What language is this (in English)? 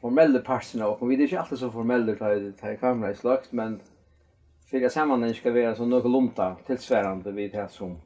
Faroese